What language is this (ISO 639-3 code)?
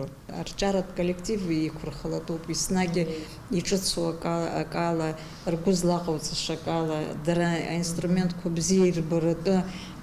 abk